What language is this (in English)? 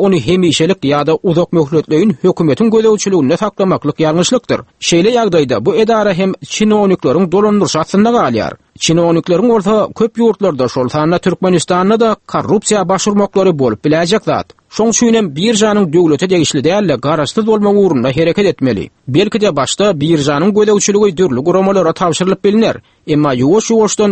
Turkmen